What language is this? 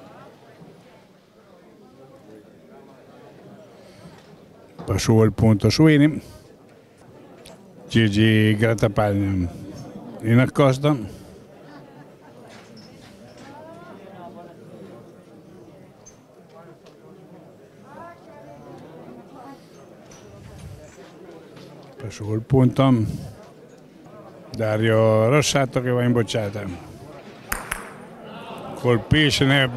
Italian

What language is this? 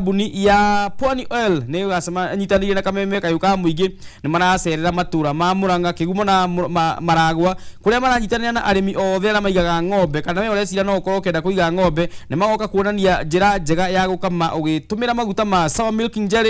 Kikuyu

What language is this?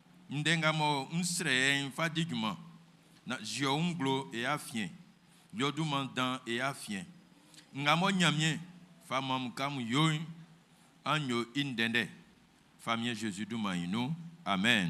Baoulé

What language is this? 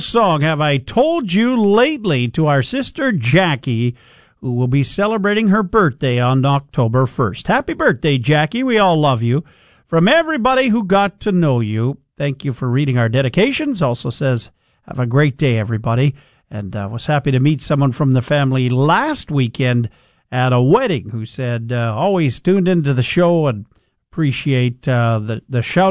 English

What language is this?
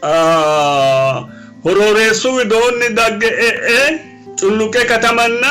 Sidamo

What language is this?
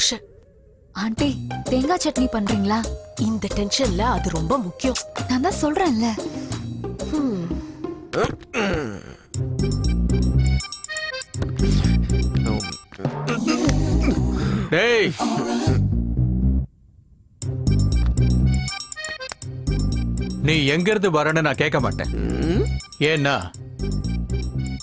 Tamil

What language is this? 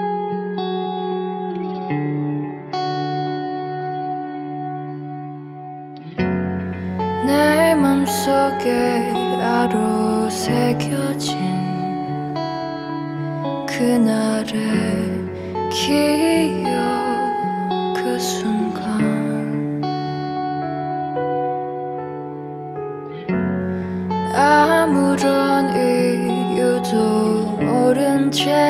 Korean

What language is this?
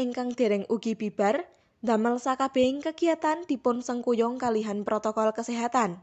Javanese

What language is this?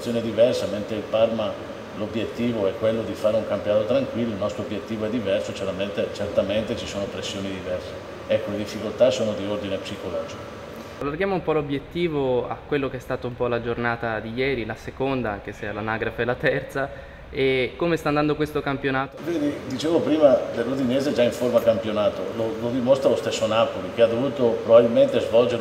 Italian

